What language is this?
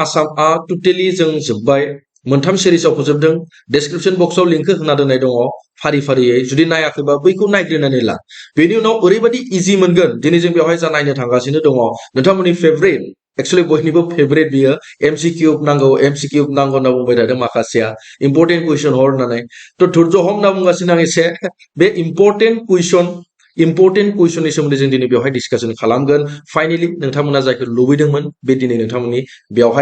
Bodo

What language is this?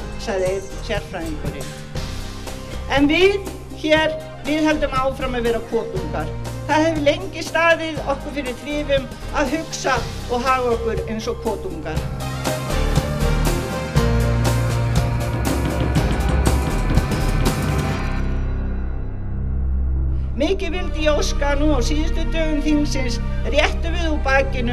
Icelandic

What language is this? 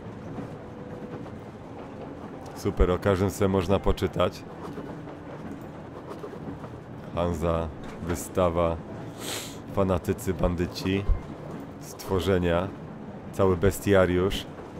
Polish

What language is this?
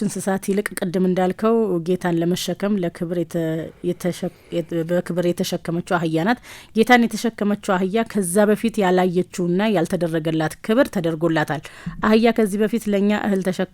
Amharic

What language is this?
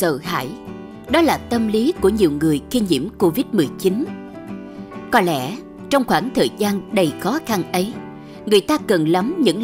Vietnamese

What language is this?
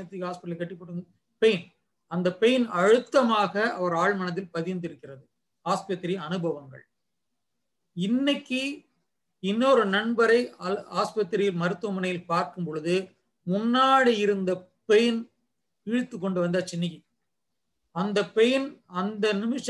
Tamil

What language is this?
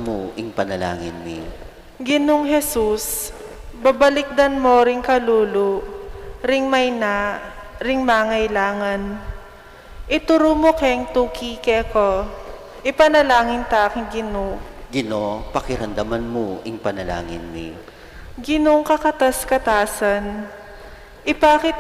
Pampanga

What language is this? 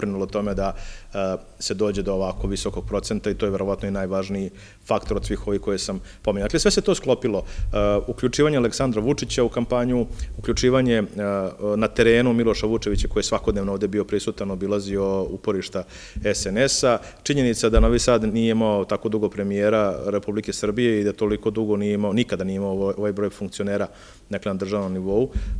Serbian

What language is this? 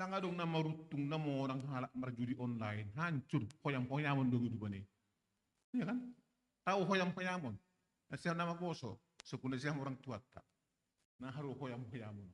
Batak Simalungun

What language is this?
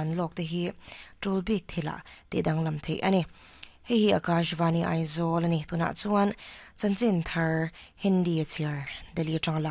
Mizo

